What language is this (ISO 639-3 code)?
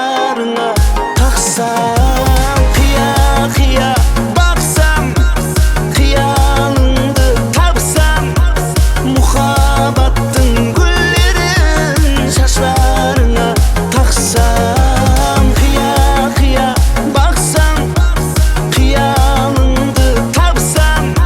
kaa